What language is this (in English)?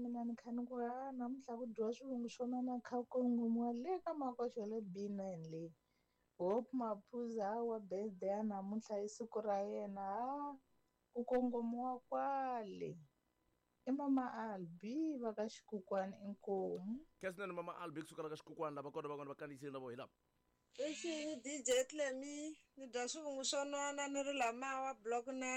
Tsonga